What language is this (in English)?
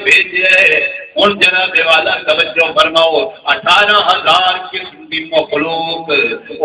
Saraiki